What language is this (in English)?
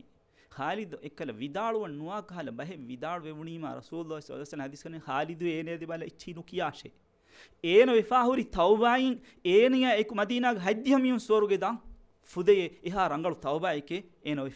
Divehi